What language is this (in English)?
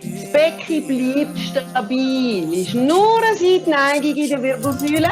Swiss German